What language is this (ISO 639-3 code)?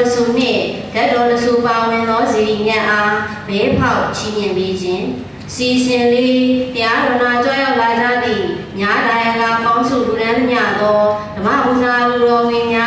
mya